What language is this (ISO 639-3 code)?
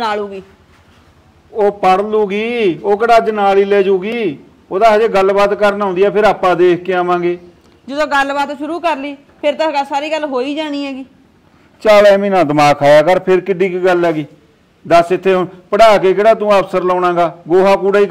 pan